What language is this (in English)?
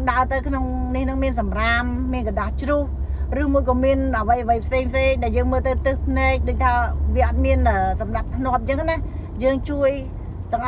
Khmer